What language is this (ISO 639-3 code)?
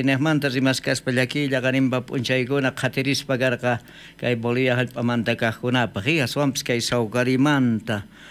quh